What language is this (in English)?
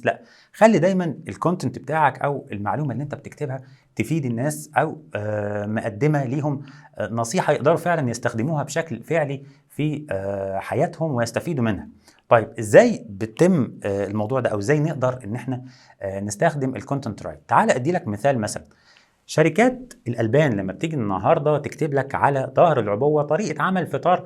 Egyptian Arabic